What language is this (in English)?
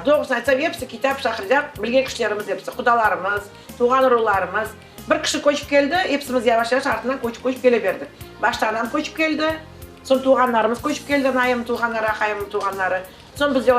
Crimean Tatar